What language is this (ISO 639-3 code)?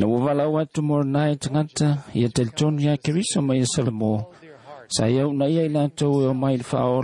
smo